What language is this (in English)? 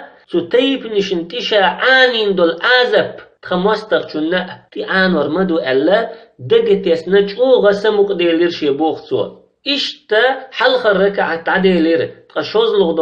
Chechen